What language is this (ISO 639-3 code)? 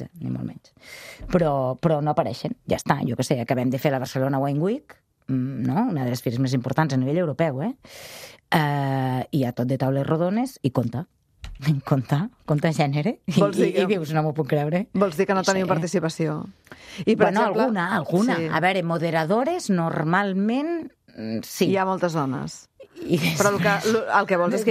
cat